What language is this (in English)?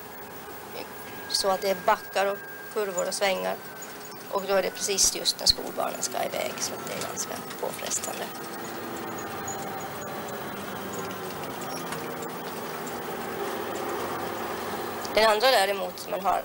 Swedish